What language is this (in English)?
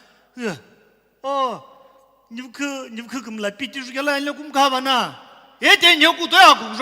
Sumi Naga